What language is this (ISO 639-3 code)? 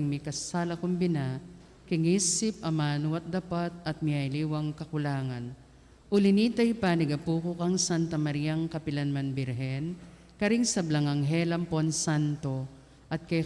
pam